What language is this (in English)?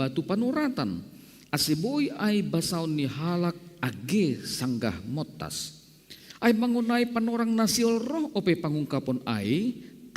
Batak Simalungun